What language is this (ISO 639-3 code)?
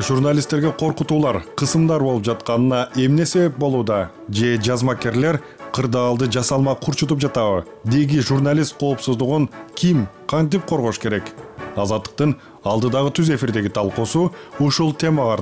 kir